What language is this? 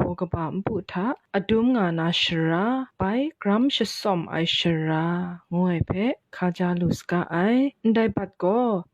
Kachin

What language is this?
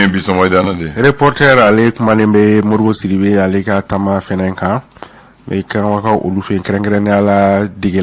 Bambara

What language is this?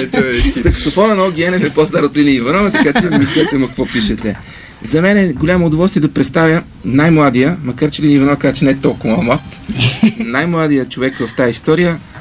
Bulgarian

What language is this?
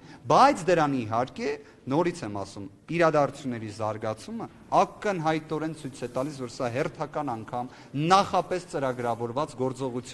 Armenian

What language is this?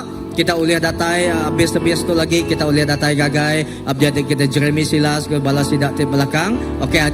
Iban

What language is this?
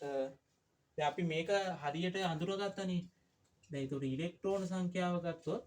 Sinhala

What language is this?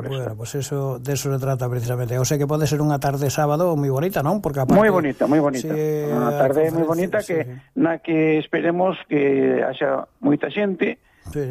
Galician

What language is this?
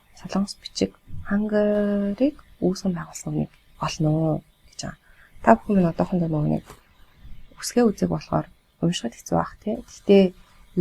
Mongolian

